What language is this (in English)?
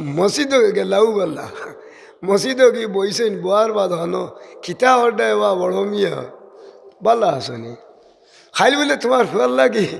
Sylheti